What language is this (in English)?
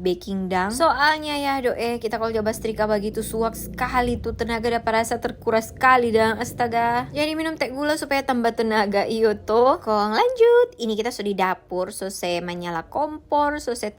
Manado Malay